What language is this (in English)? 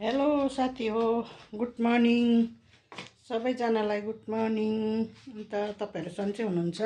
Nepali